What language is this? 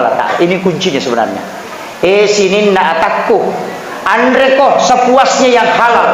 Buginese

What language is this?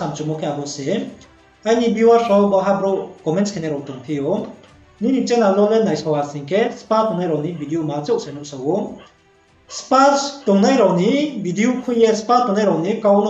Riang (India)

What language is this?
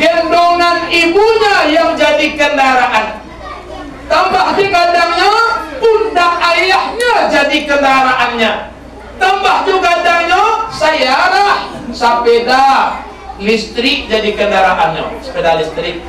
Minangkabau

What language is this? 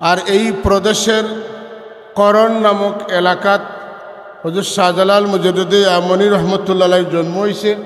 Sylheti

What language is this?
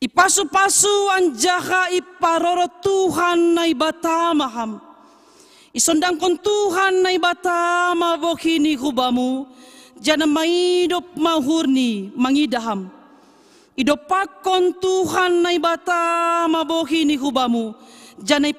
Batak Simalungun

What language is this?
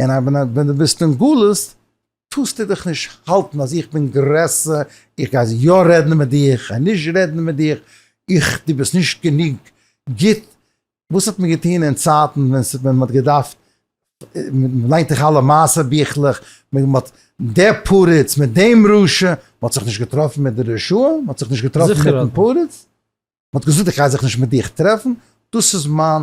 Yiddish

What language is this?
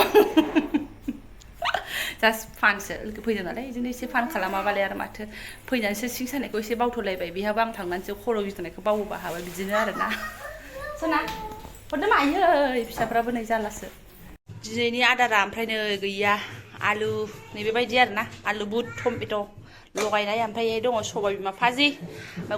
Bodo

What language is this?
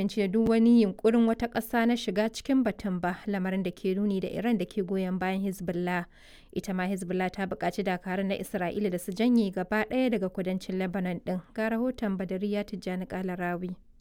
Hausa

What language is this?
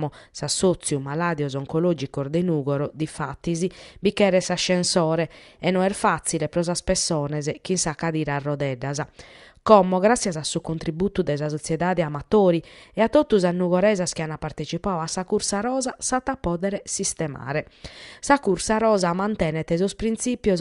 Sardinian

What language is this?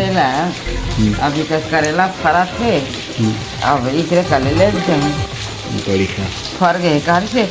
Chhattisgarhi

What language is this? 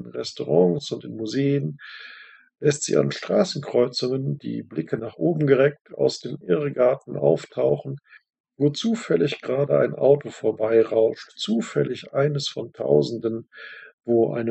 German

